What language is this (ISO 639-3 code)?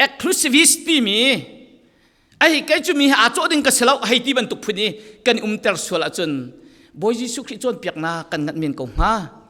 cfm